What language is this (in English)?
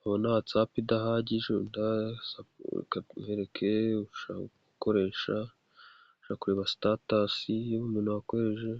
Kinyarwanda